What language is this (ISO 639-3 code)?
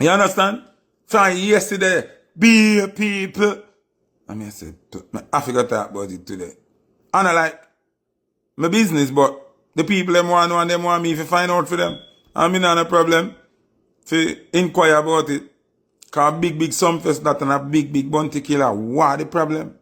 jam